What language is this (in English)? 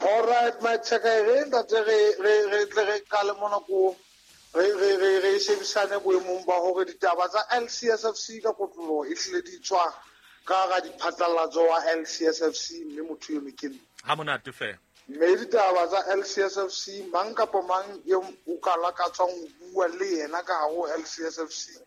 Southern Sotho